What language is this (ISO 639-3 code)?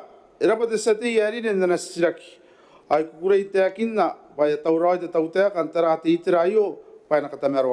gil